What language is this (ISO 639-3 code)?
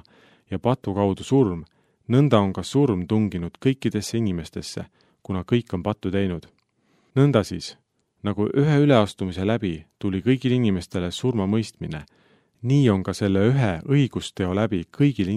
est